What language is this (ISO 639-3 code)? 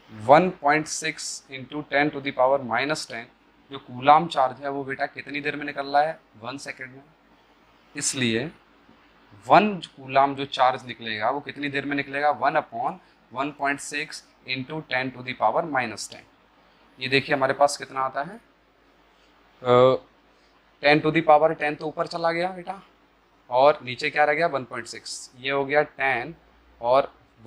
hin